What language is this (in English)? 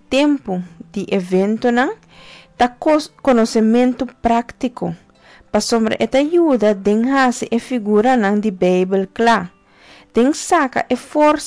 Papiamento